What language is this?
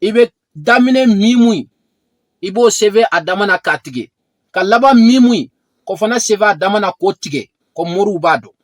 Bambara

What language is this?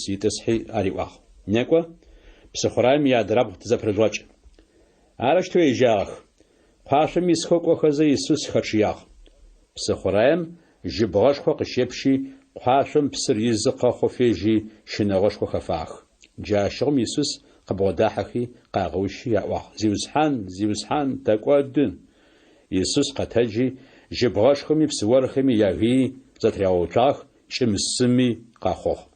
Adyghe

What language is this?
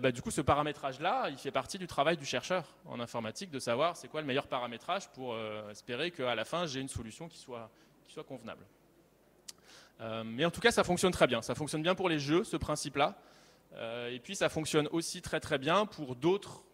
French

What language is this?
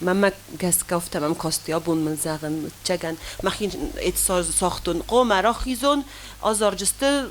Ossetic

